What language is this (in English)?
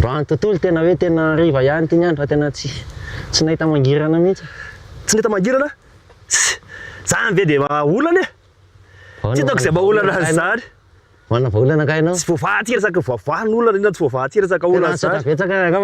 Malagasy